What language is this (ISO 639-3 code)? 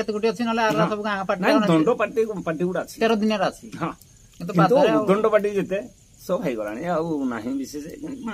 ori